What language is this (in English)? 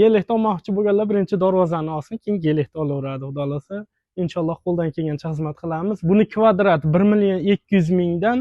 Uzbek